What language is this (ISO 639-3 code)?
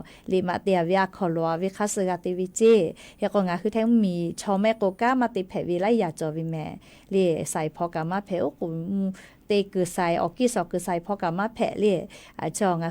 lhu